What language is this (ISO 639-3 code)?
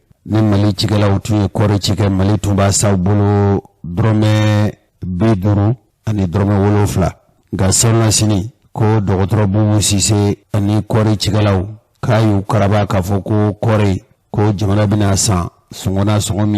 bam